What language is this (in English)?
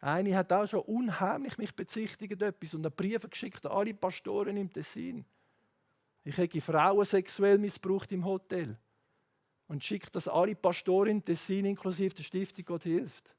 Swiss German